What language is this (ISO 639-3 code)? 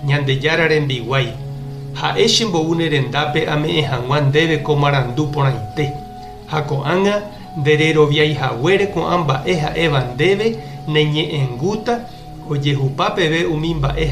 grn